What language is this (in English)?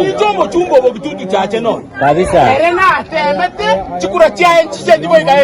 Gusii